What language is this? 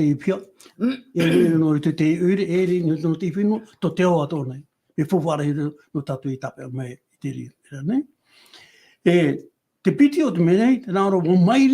Tahitian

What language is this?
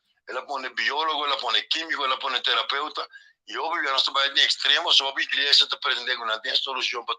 Papiamento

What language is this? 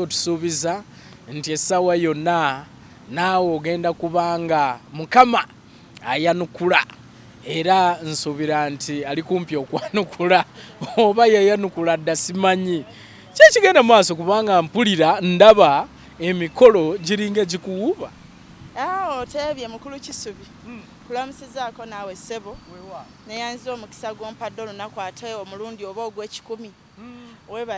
Ganda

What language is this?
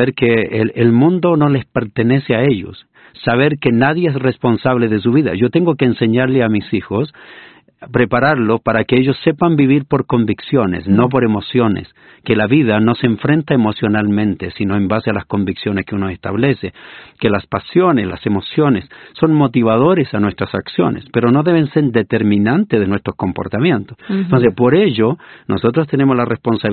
Spanish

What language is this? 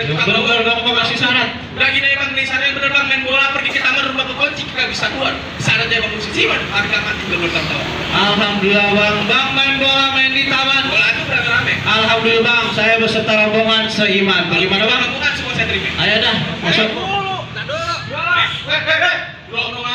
Betawi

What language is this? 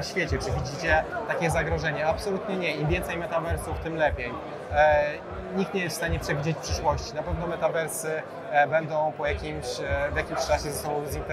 Polish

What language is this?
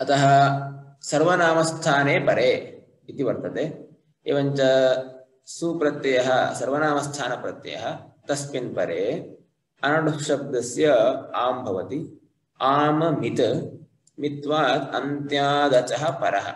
Sanskrit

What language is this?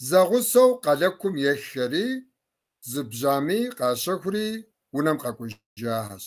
Kabardian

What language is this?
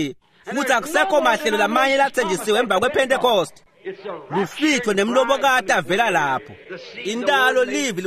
Swati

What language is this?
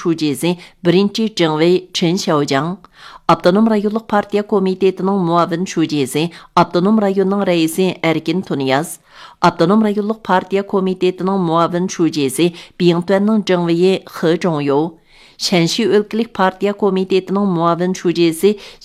Uyghur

